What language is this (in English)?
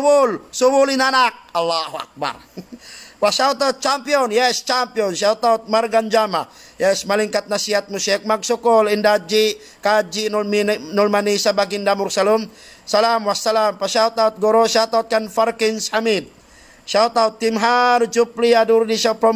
Tausug